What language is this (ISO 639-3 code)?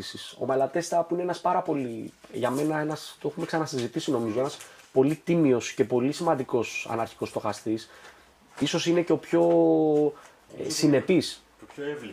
ell